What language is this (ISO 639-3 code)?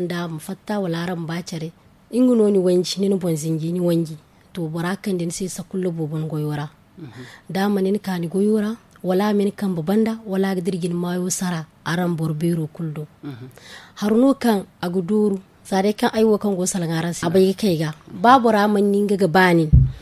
dje